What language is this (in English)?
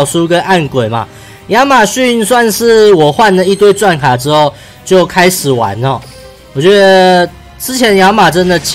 Chinese